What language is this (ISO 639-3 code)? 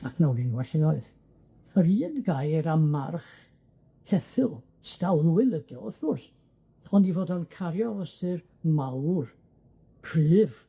cym